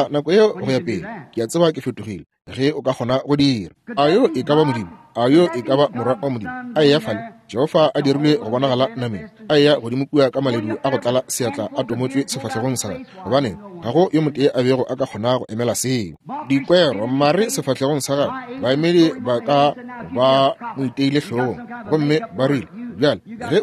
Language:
Northern Sotho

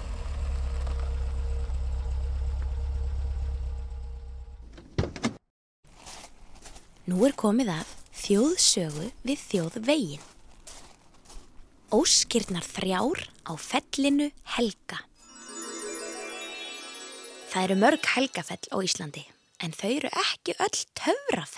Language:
Icelandic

